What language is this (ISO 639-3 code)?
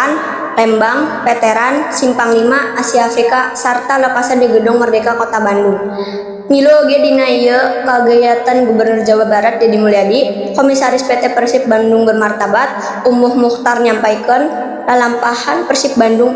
sun